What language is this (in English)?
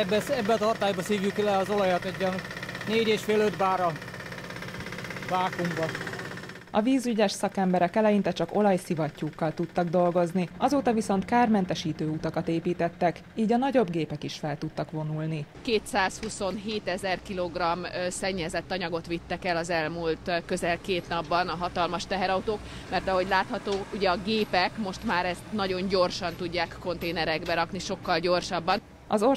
Hungarian